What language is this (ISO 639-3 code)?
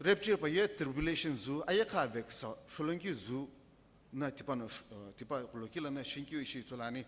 nsm